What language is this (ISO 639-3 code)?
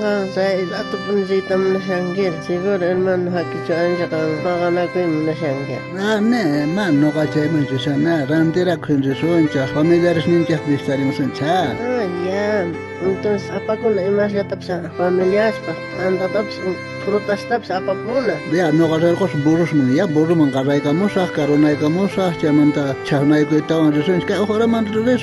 quh